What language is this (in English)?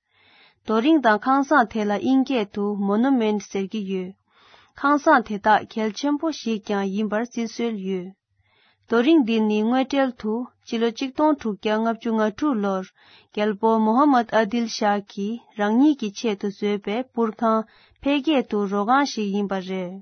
Tibetan